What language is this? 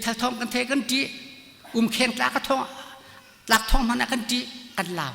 Hakha Chin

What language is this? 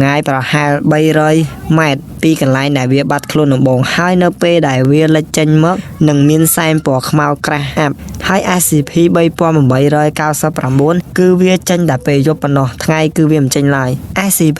Khmer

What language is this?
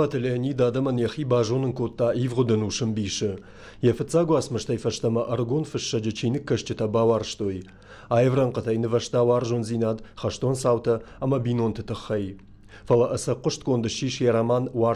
Ossetic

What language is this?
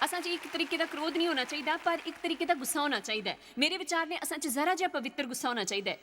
Dogri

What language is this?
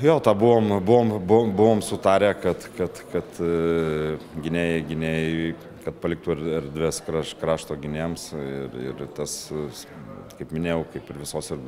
Lithuanian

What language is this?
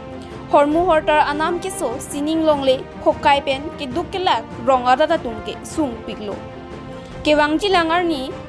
Karbi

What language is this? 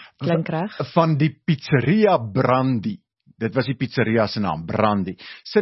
Afrikaans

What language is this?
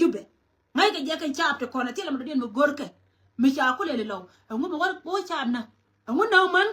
Nuer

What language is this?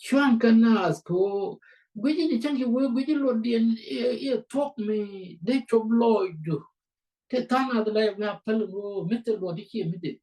Nuer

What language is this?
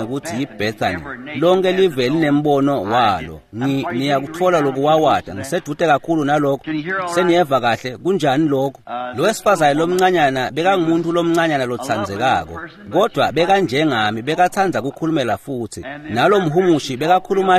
Swati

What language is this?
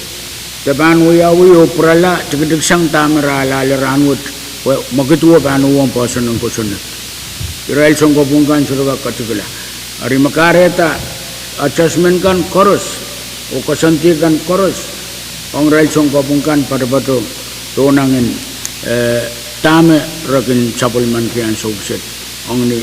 Pohnpeian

